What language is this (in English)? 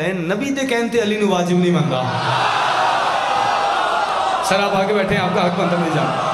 Western Panjabi